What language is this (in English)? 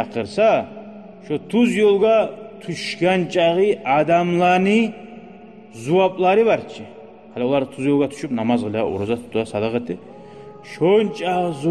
Kumyk